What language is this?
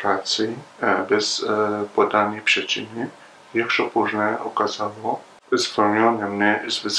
Polish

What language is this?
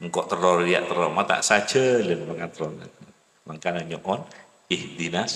Madurese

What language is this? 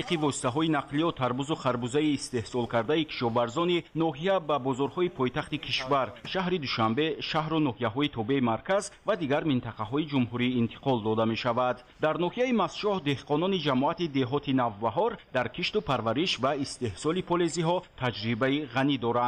Tajik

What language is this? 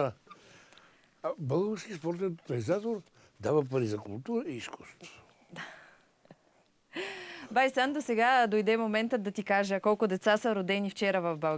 Bulgarian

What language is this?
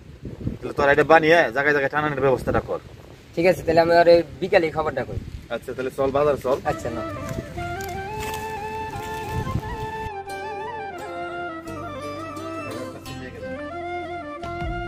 Bangla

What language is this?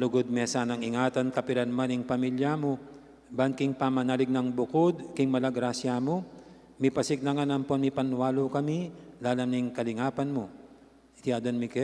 Pampanga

